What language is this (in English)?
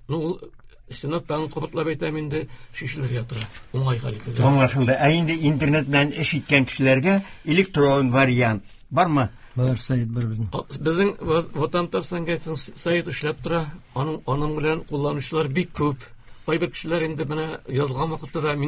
Tatar